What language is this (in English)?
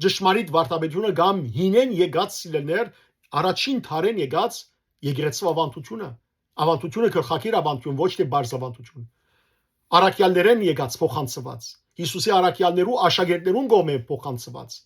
Western Armenian